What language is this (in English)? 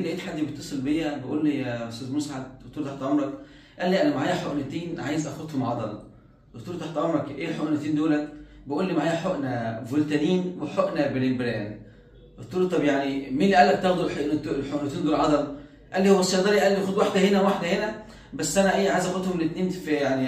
Egyptian Arabic